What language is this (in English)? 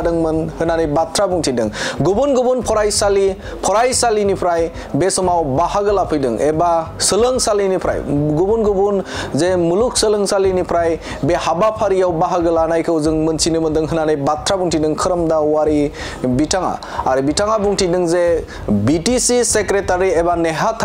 Bodo